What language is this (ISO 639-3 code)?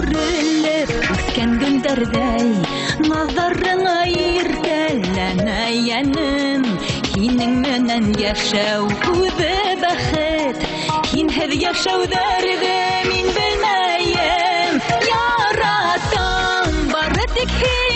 bak